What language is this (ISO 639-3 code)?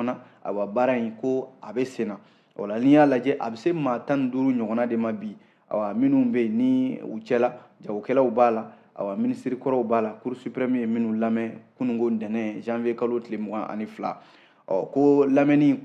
bam